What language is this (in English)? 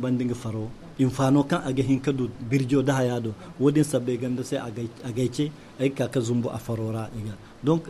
Zarma